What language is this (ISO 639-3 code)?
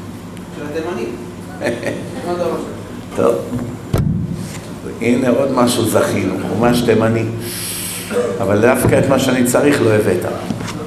heb